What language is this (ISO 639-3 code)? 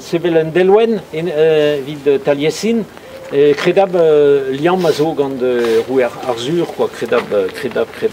bre